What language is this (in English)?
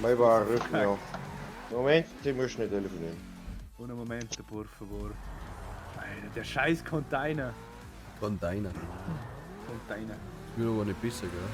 Bavarian